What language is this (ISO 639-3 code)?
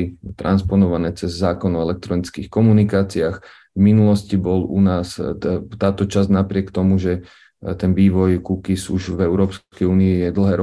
slk